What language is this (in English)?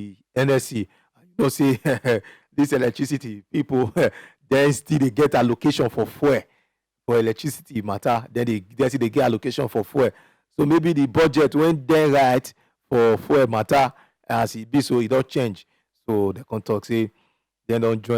Nigerian Pidgin